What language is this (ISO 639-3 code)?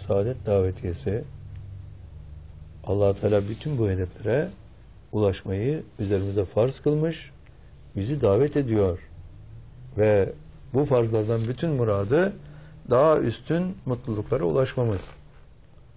tur